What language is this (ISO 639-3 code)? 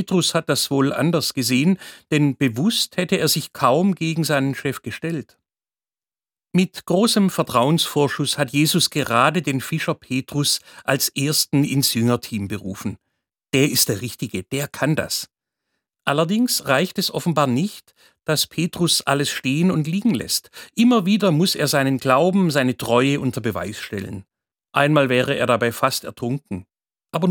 deu